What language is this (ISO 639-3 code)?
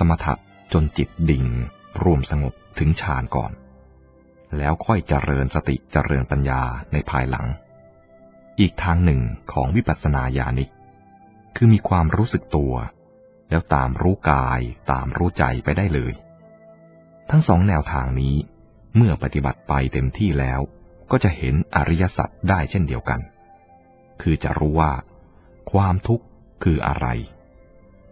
tha